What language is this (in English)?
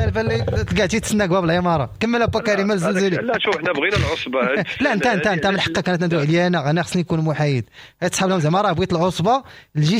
Moroccan Arabic